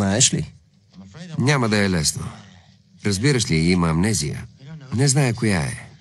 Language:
Bulgarian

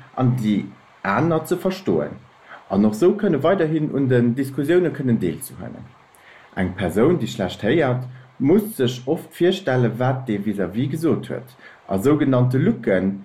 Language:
Luxembourgish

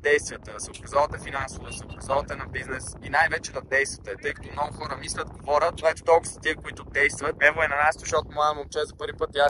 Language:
Bulgarian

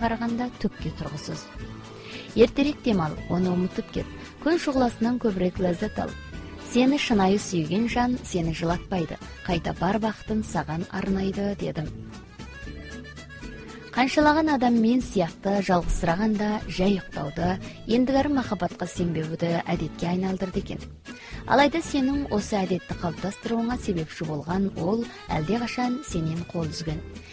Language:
Kazakh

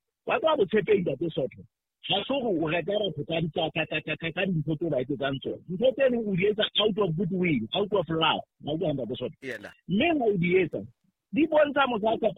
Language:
Southern Sotho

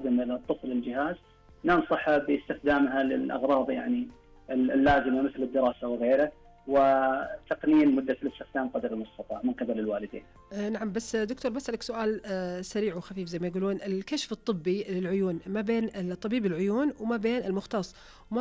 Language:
Najdi Arabic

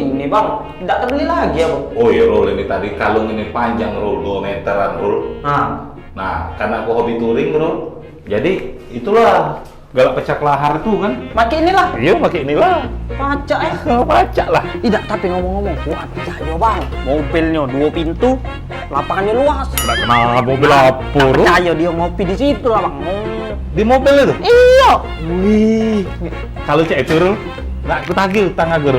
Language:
Musi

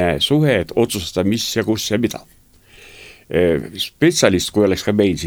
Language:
Estonian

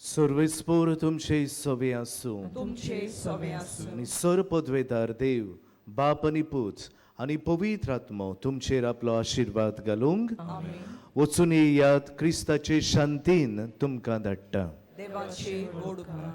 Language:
Konkani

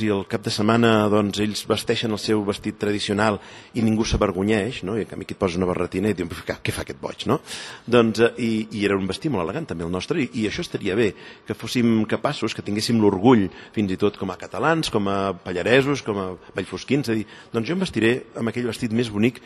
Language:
Catalan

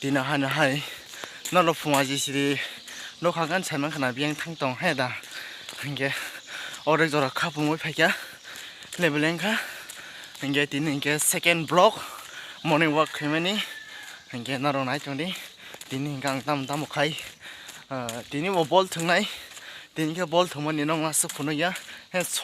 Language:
Kok Borok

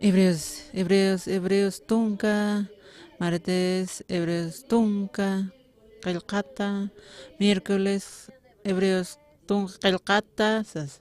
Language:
Aymara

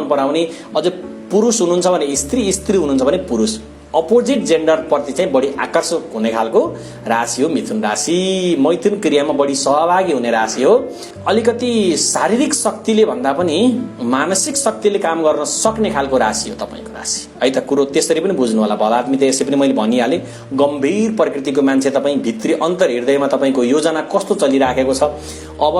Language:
Nepali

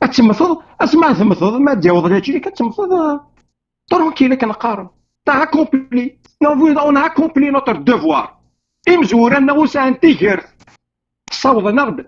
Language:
Kabyle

